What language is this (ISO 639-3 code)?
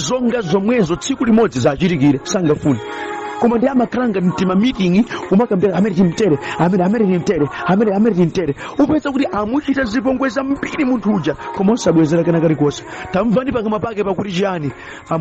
nya